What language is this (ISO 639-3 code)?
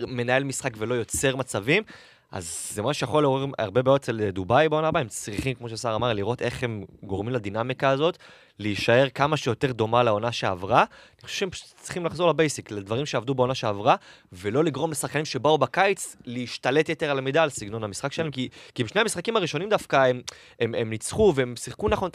heb